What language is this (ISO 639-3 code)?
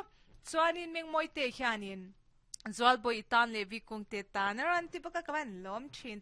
lus